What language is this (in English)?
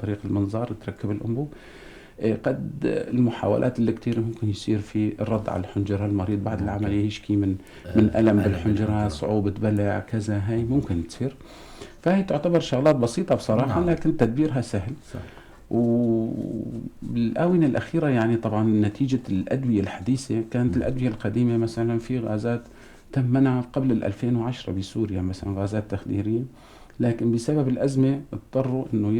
North Levantine Arabic